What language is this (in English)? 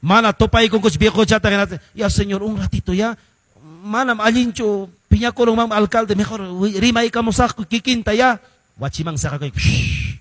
Quechua